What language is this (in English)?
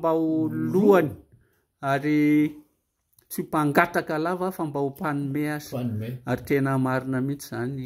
Malagasy